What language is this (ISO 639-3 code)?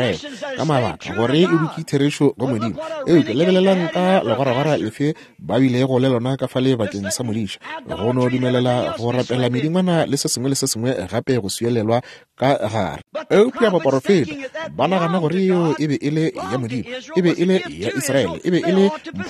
nso